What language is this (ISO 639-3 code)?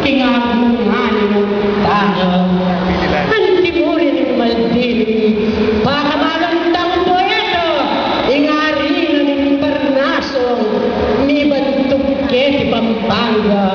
pam